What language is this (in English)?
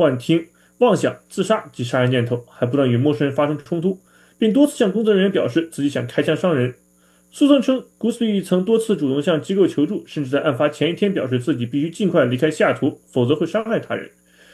Chinese